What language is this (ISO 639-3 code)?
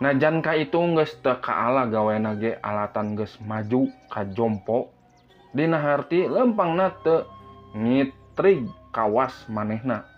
sun